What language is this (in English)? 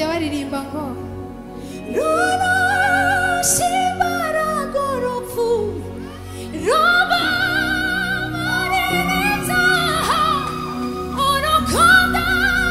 Kinyarwanda